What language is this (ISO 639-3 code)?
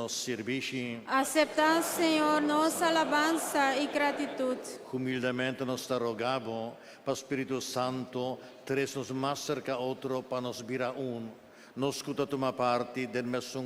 pap